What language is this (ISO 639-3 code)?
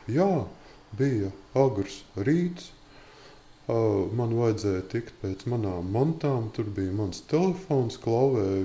lav